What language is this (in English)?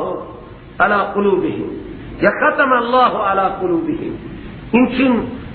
Persian